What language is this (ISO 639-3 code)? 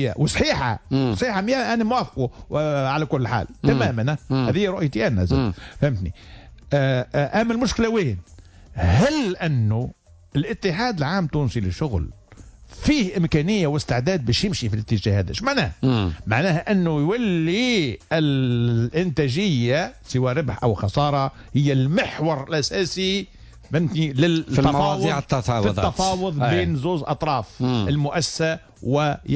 aeb